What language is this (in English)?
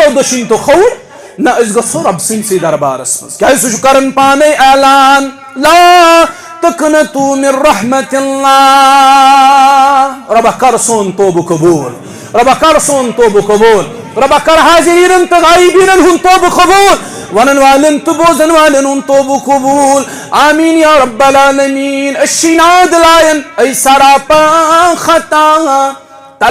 Kashmiri